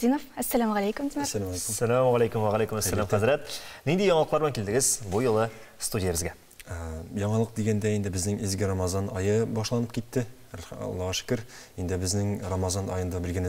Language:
Tatar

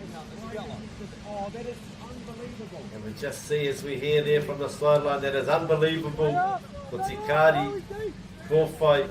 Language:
Māori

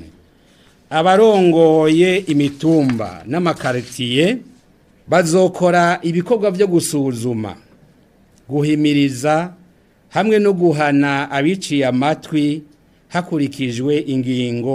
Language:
Rundi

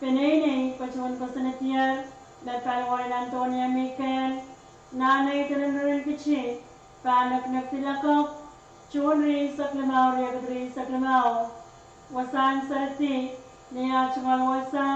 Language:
Pohnpeian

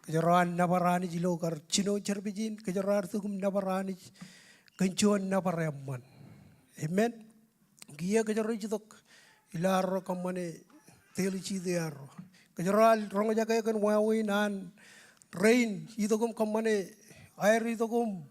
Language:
Marshallese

